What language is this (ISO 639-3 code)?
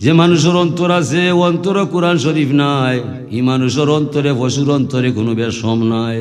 syl